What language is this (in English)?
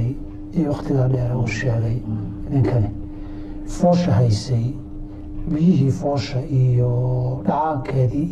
Somali